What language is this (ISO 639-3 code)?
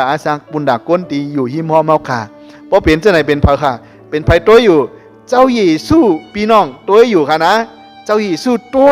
shn